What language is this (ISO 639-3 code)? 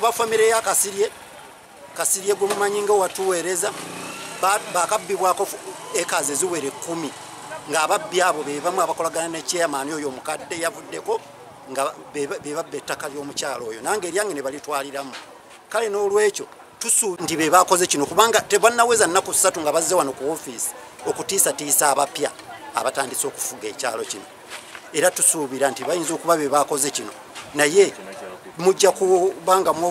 lug